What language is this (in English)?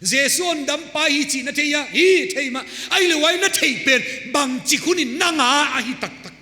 Paite Chin